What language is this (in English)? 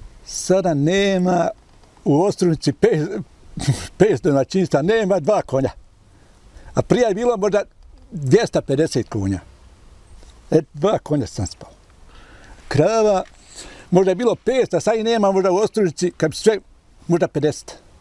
Bosnian